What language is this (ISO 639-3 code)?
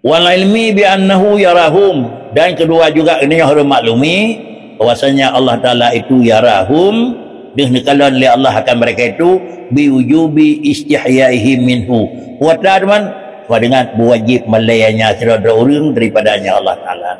ace